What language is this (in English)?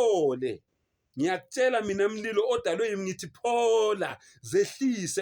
Zulu